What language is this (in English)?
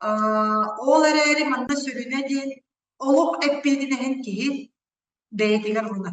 Yakut